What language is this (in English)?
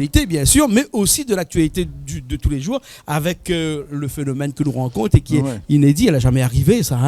Réunion Creole French